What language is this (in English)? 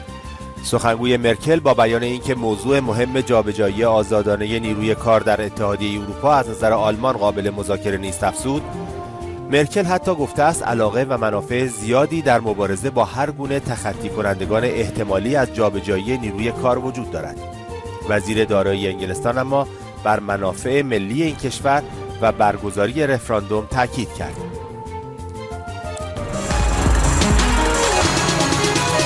Persian